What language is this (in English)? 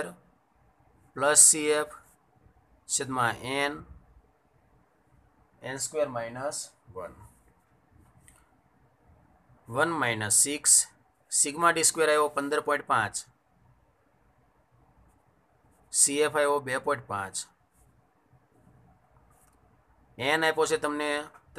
Gujarati